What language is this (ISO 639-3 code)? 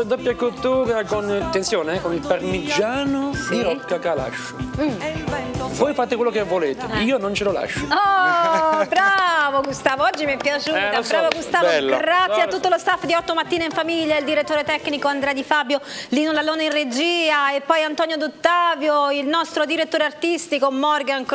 ita